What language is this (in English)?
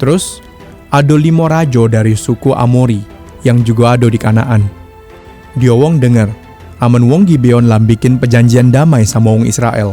Musi